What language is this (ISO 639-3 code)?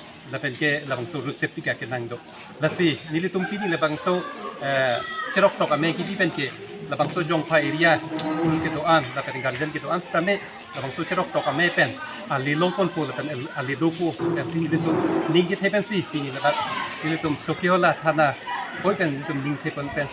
mjw